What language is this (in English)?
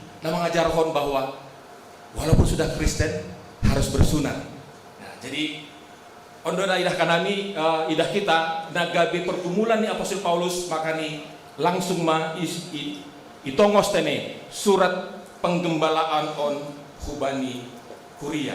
Batak Simalungun